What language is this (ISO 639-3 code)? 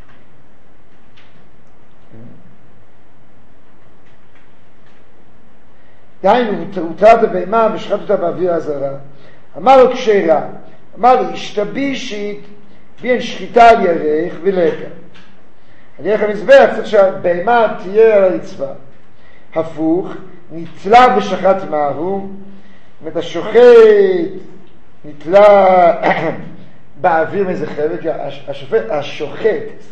heb